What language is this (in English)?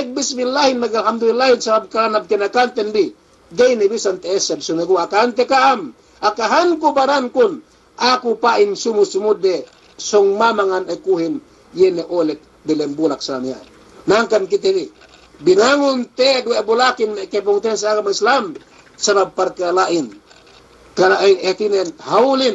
Yakan